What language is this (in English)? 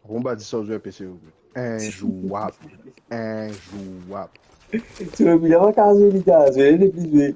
Morisyen